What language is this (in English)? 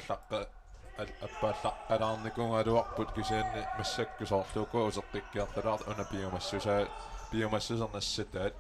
Kalaallisut